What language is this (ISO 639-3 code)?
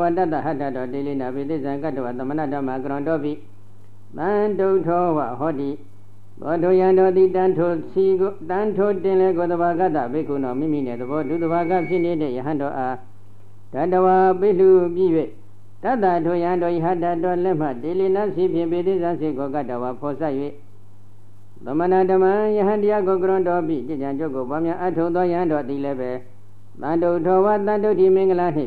mya